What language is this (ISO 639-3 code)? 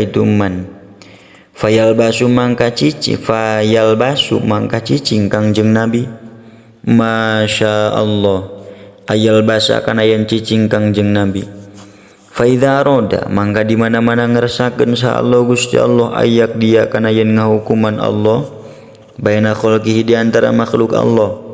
sun